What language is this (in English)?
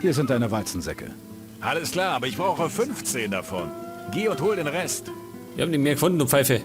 Bavarian